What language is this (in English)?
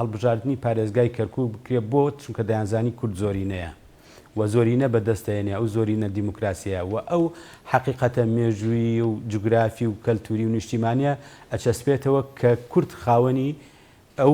Central Kurdish